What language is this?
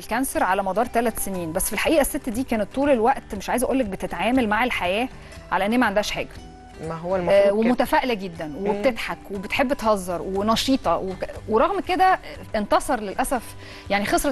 Egyptian Arabic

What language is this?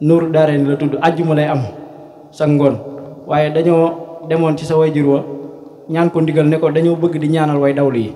Wolof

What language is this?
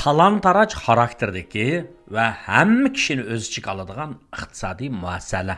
Uyghur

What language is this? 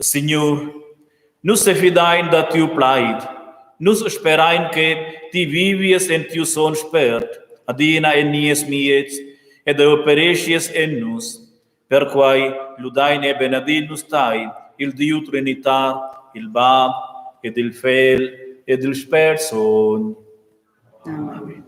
Romansh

